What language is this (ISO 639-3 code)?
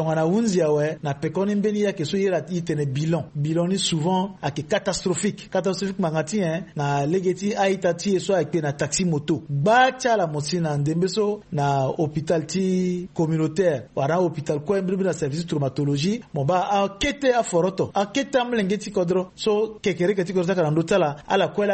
sag